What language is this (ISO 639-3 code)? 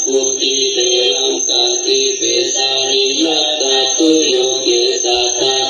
pli